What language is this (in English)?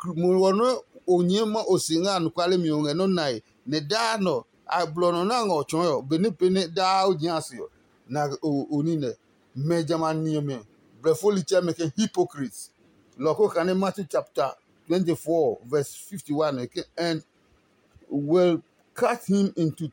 Adangme